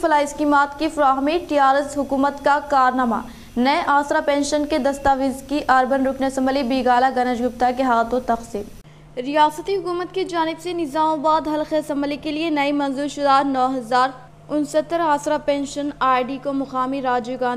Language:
Urdu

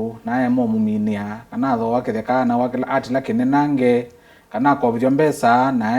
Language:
Kamba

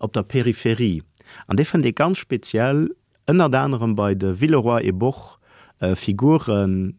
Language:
Luxembourgish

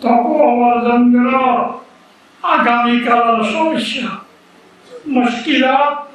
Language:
Rohingya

